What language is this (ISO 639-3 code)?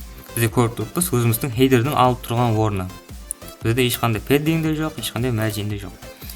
kaa